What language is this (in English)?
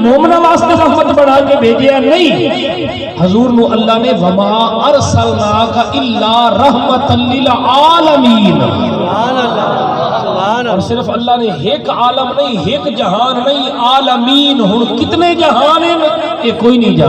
Saraiki